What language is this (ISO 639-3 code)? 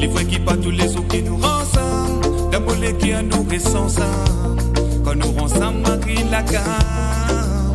mfe